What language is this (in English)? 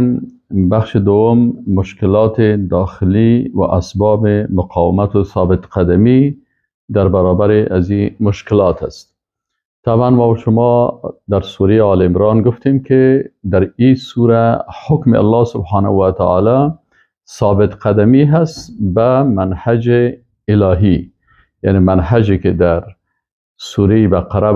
Persian